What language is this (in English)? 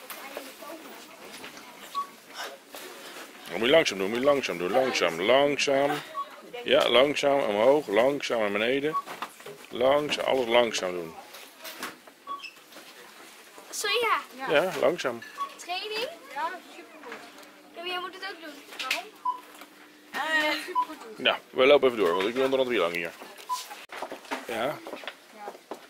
Dutch